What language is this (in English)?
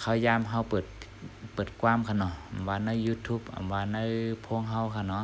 Shan